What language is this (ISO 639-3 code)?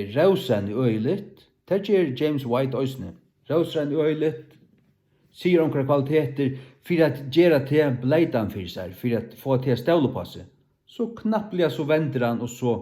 fao